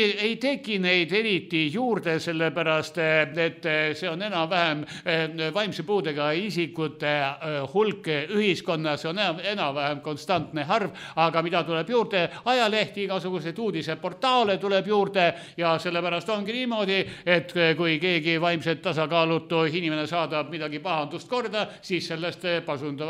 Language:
Estonian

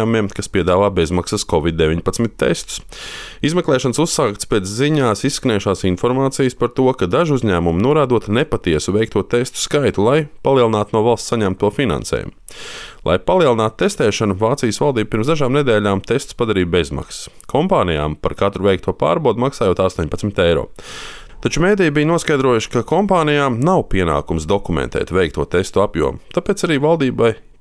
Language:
Latvian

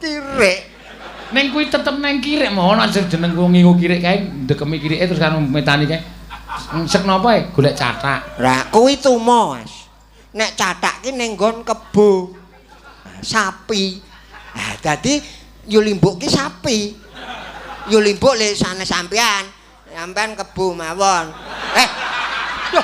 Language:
Javanese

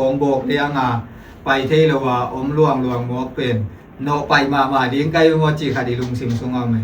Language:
Tedim Chin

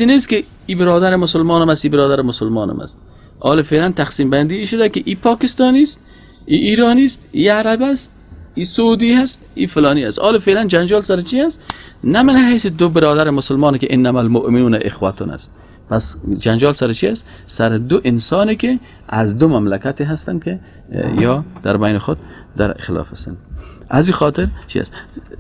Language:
Persian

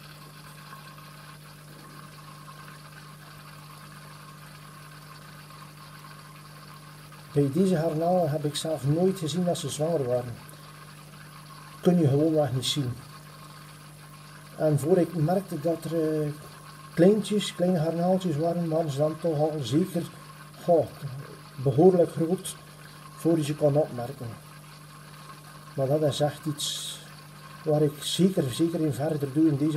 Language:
Dutch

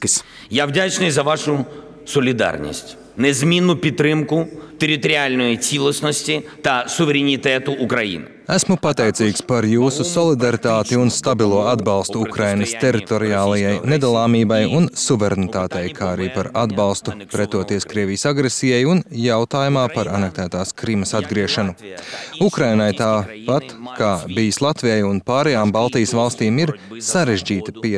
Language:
Latvian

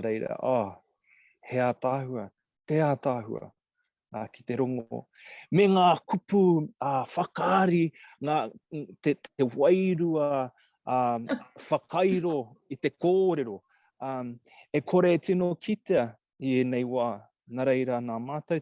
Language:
Māori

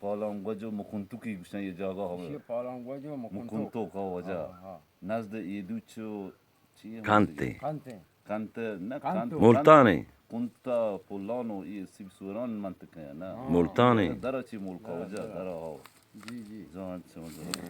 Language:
Eastern Balochi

